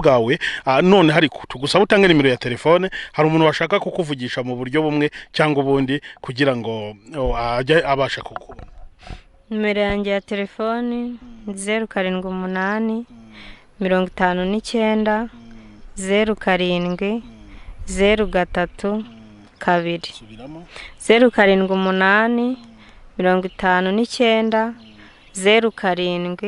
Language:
Kinyarwanda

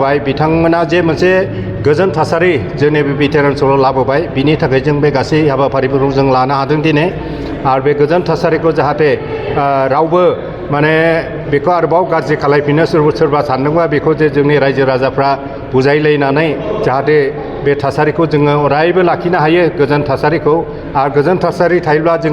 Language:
Bodo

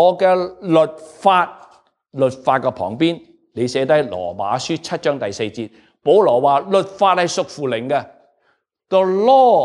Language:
Cantonese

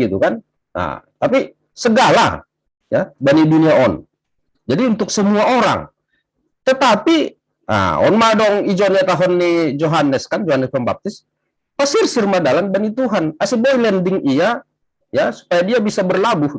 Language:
Batak Simalungun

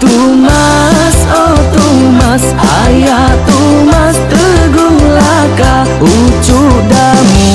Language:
Iban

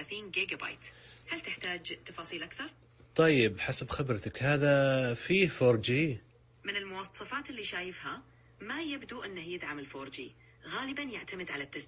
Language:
Najdi Arabic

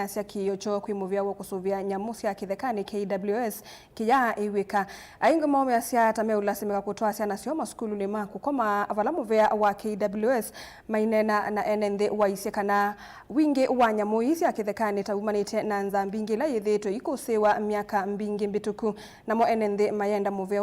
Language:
Kamba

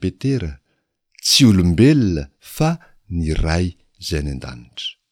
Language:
Malagasy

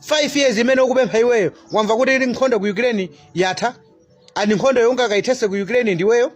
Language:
Nyanja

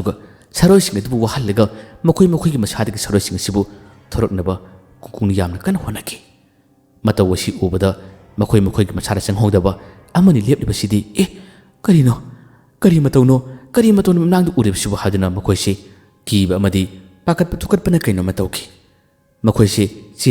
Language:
Manipuri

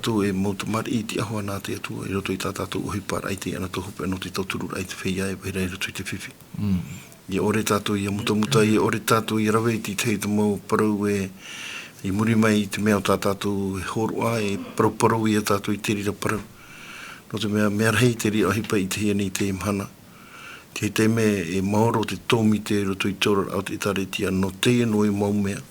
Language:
Tahitian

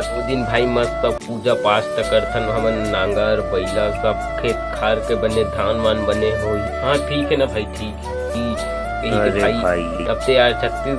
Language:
Chhattisgarhi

